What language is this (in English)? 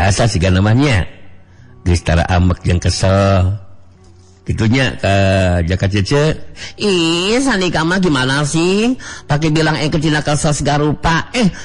Sundanese